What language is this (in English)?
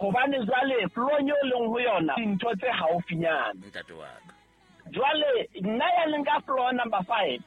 Southern Sotho